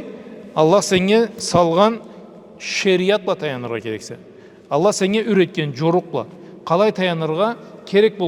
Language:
Karachay-Balkar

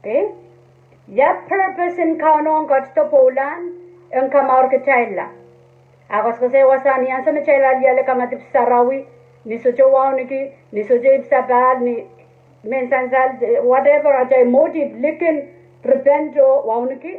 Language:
Pohnpeian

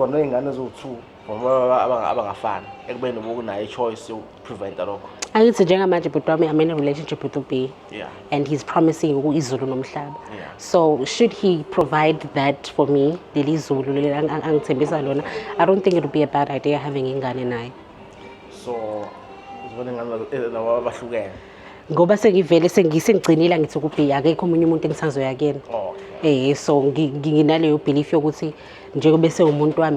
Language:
Zulu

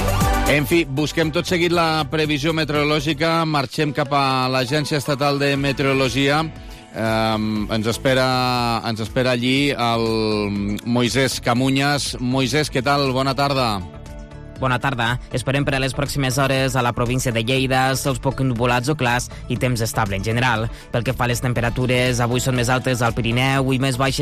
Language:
Catalan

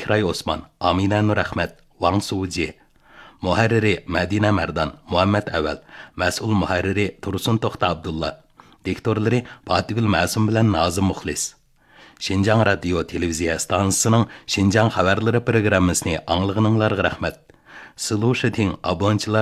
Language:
Uyghur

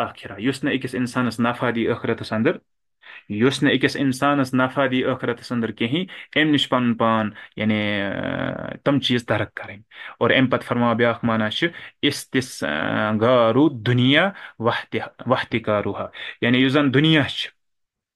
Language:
Kashmiri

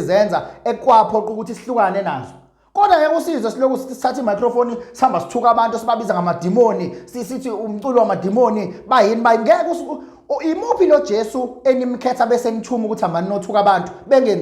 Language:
Zulu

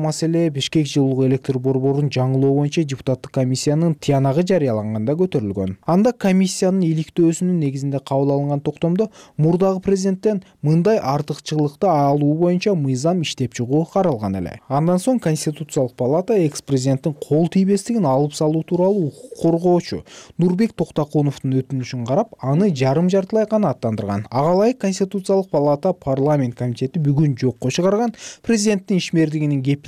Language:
Kyrgyz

